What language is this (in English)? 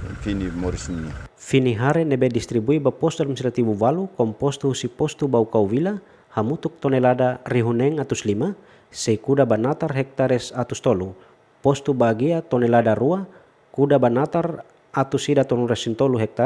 Tetum